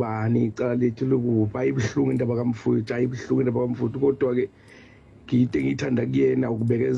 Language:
Zulu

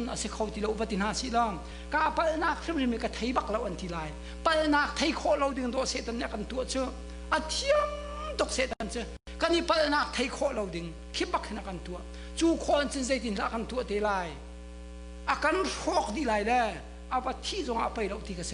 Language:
Hakha Chin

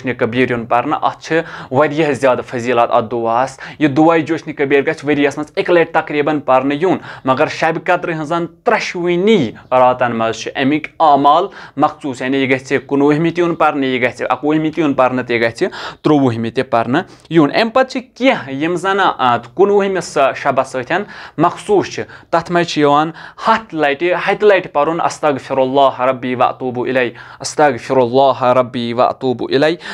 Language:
Kashmiri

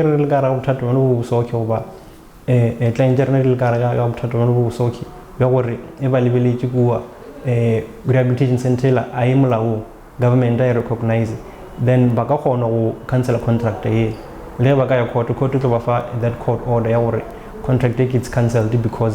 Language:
Northern Sotho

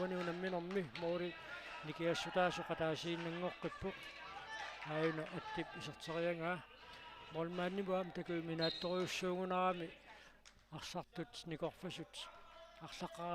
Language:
Kalaallisut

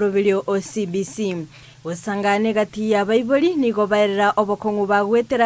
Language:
Gusii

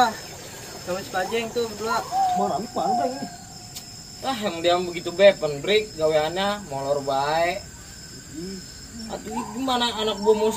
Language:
Betawi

